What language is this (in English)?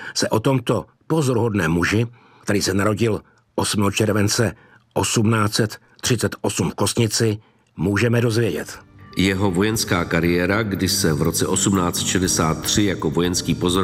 Czech